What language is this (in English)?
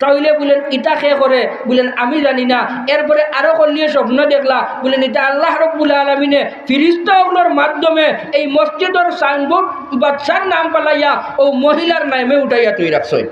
Sylheti